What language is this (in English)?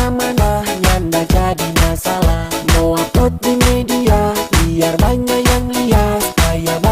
Manado Malay